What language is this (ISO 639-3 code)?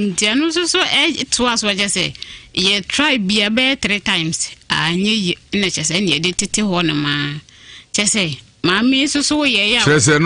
aka